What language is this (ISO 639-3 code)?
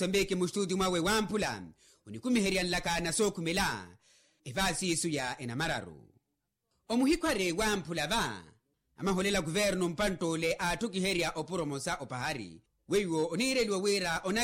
vmw